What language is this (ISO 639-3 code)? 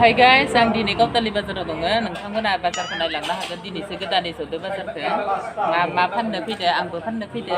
brx